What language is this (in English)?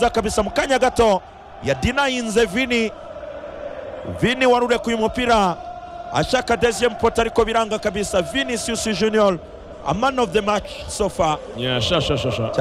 Kinyarwanda